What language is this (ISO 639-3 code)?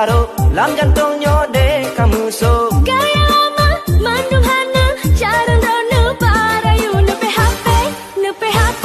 ace